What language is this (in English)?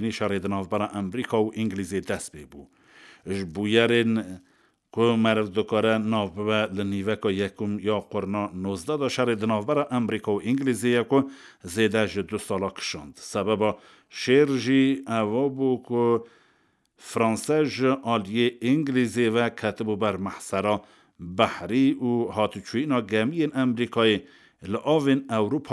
Kurdish